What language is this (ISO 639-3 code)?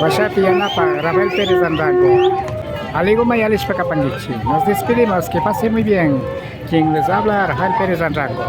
qvi